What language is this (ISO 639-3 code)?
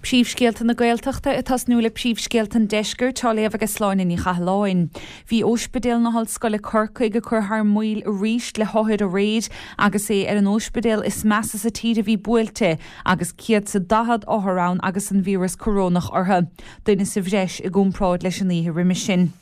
gle